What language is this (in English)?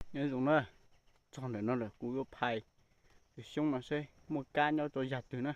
Hmong